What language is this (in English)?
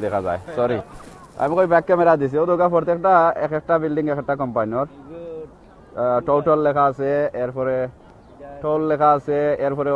Sylheti